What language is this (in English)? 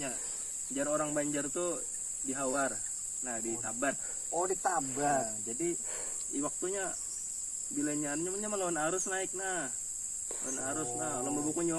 Banjar